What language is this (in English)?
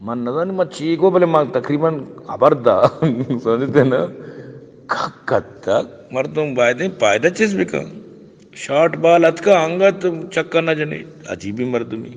Baluchi